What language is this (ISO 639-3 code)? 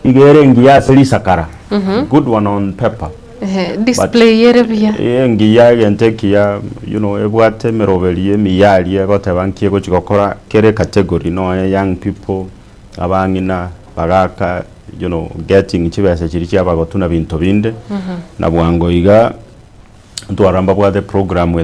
guz